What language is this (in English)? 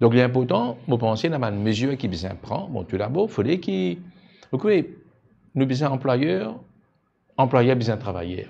Morisyen